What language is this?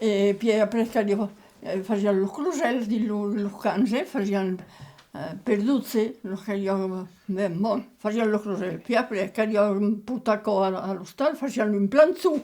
Occitan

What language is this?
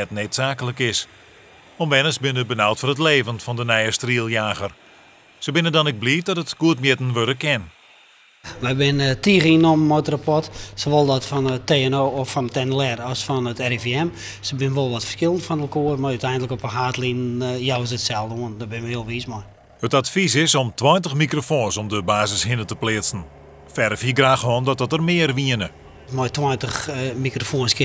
Western Frisian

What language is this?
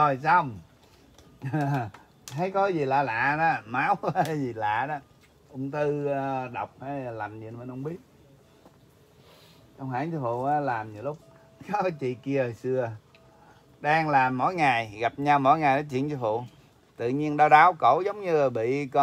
Vietnamese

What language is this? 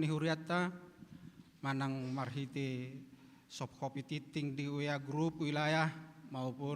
Batak Toba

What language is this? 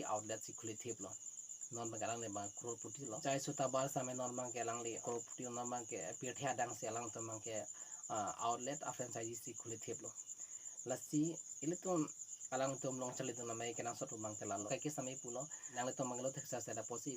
Karbi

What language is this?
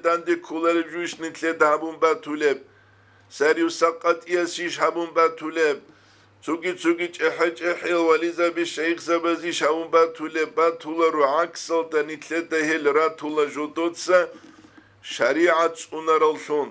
Avaric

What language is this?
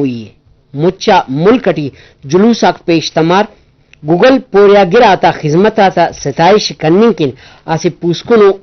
Brahui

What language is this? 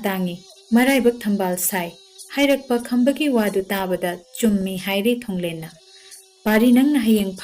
Manipuri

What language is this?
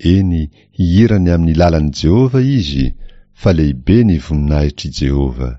Malagasy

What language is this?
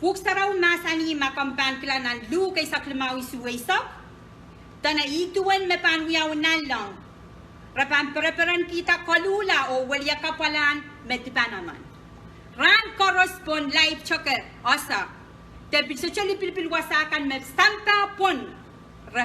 Pohnpeian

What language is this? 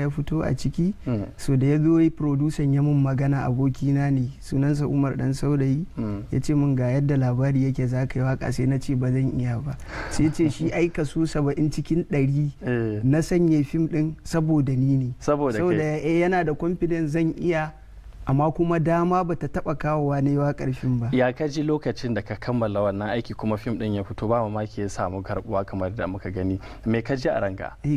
Hausa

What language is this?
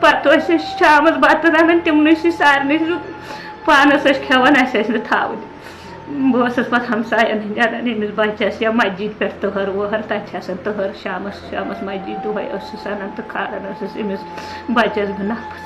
Kashmiri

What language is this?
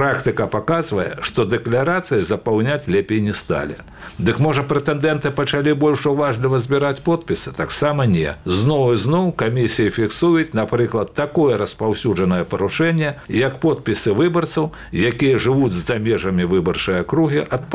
Belarusian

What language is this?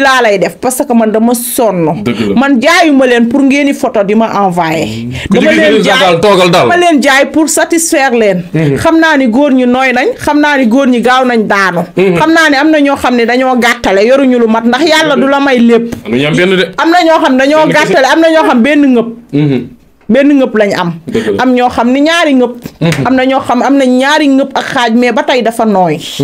Wolof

